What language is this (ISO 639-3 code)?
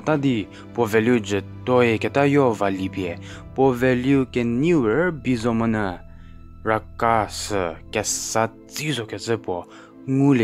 njm